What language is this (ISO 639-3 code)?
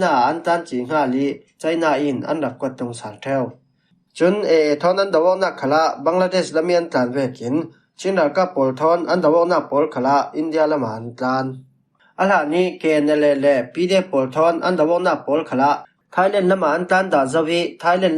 cfm